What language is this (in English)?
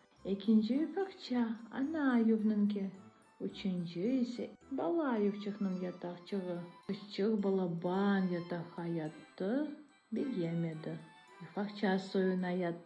Crimean Tatar